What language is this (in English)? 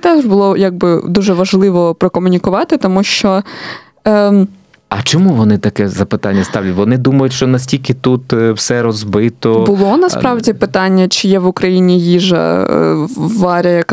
Ukrainian